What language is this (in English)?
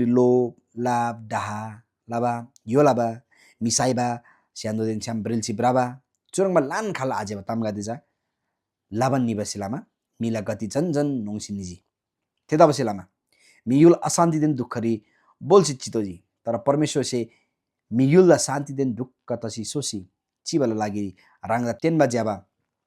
Eastern Tamang